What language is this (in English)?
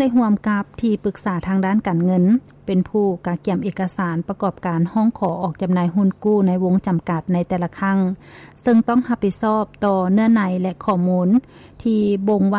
Lao